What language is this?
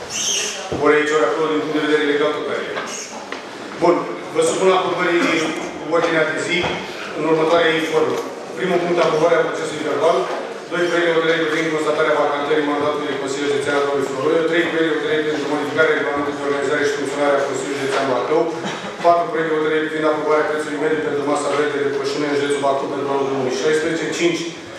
Romanian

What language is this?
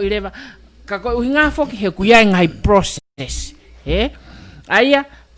Tongan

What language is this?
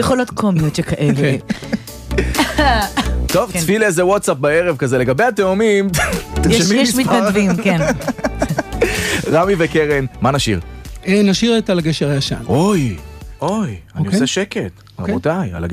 Hebrew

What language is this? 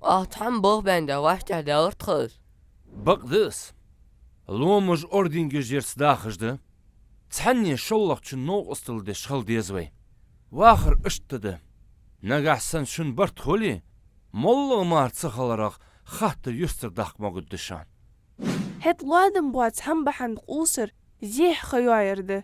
Ingush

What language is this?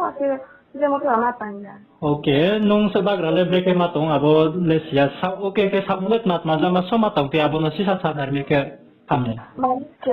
Riang (India)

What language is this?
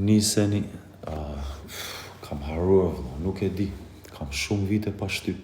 Albanian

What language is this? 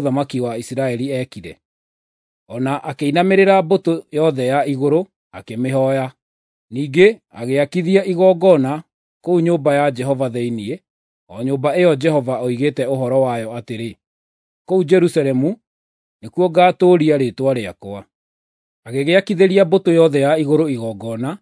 Kikuyu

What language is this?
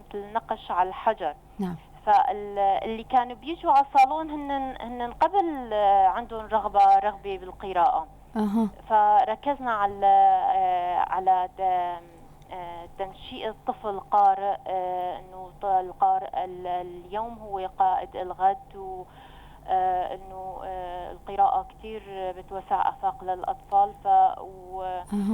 North Levantine Arabic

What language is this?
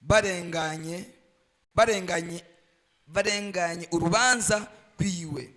Rundi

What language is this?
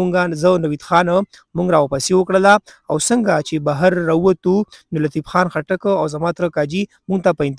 Pashto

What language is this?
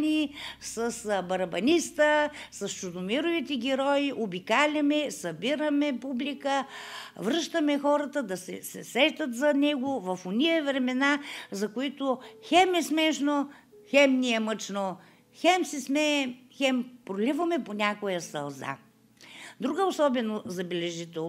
Bulgarian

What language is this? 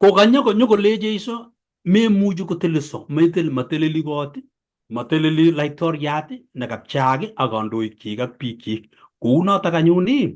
Kalenjin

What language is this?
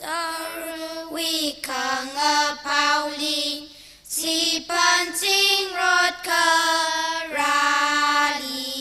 Tangkhul Naga (India)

